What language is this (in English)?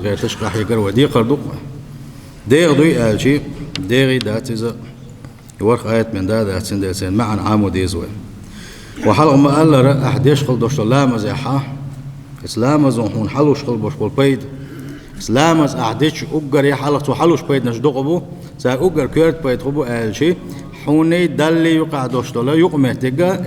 Chechen